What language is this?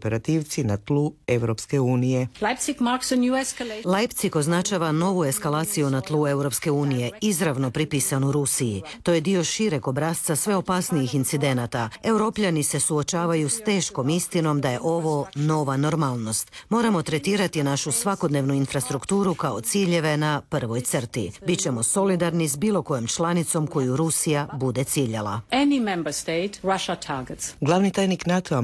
Croatian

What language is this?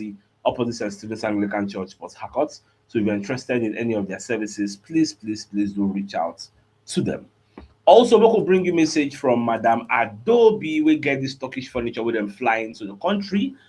Nigerian Pidgin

